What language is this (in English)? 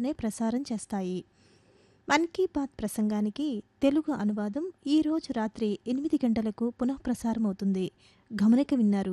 Telugu